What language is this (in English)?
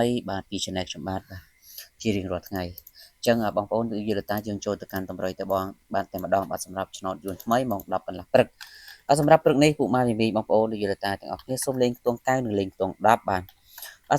Khmer